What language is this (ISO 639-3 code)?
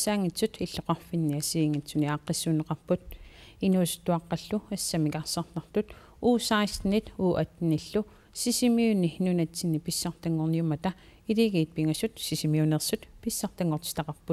kal